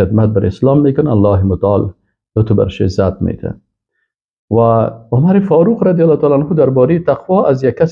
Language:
Persian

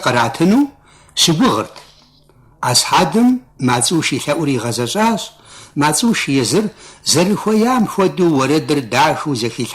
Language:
Kabardian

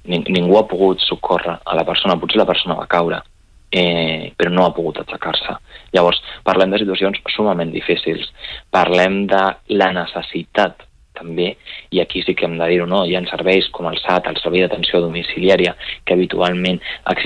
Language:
Catalan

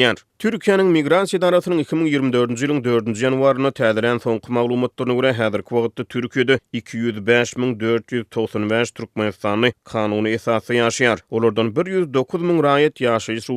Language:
Turkmen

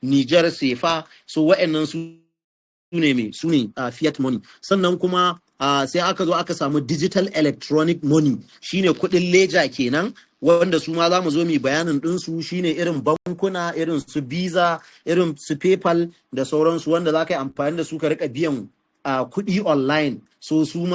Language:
Hausa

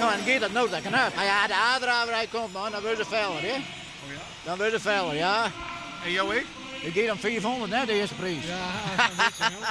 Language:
Western Frisian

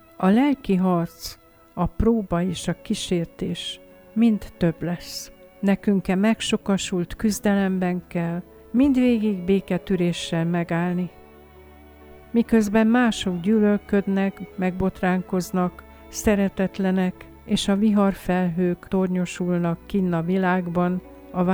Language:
Hungarian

